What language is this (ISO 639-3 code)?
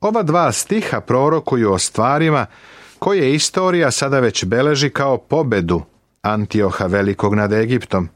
srp